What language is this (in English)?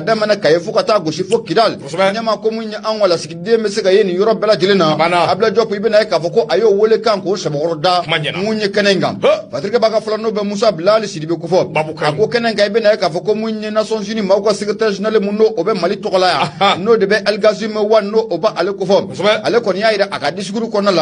Bambara